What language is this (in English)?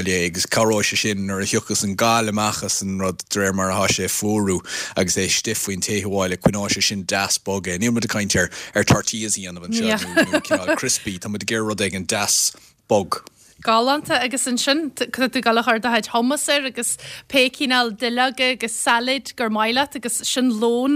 Irish